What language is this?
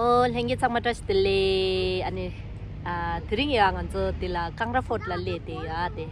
Tibetan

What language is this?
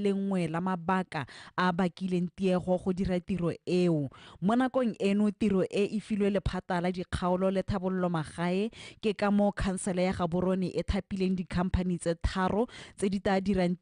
Tswana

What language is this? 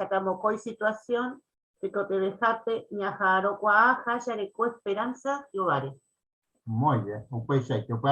Guarani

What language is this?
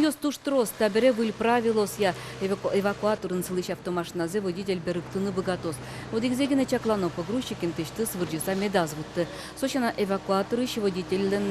Udmurt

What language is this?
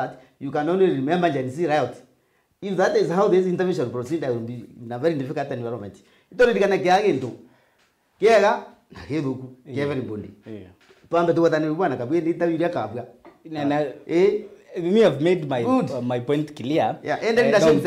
Meru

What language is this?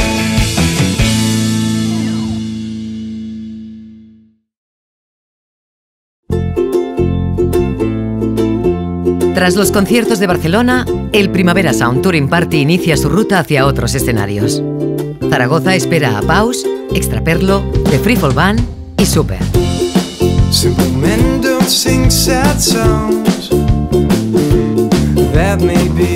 Spanish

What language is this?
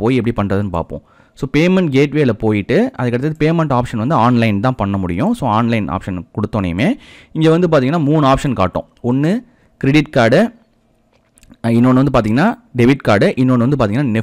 Tamil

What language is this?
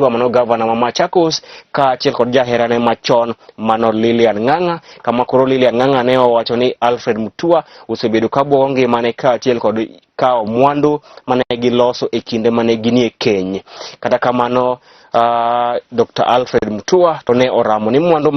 Luo (Kenya and Tanzania)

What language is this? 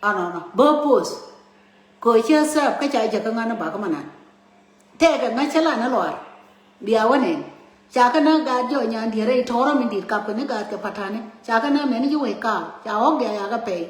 Nuer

